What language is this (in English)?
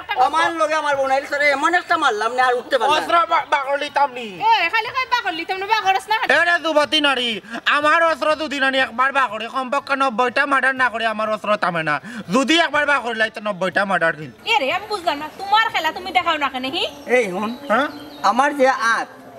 Sylheti